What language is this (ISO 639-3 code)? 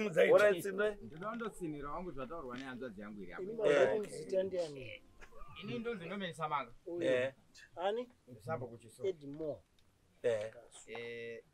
sna